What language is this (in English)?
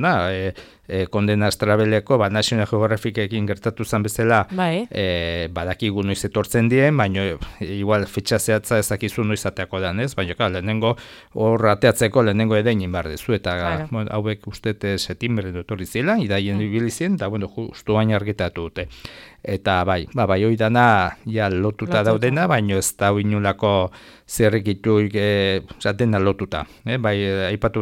Basque